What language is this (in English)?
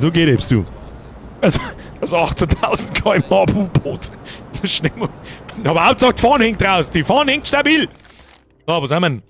Bavarian